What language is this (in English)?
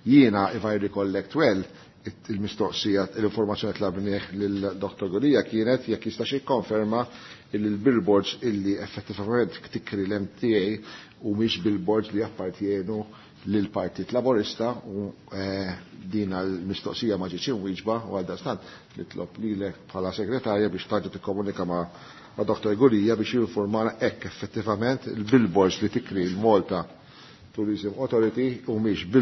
Maltese